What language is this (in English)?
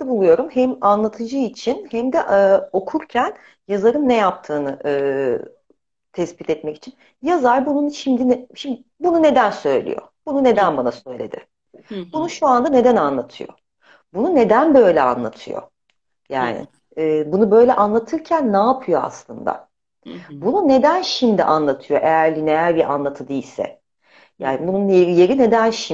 Turkish